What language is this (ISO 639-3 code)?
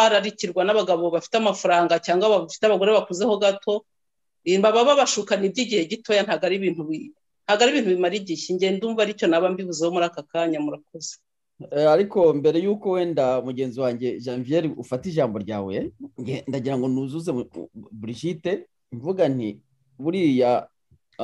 kin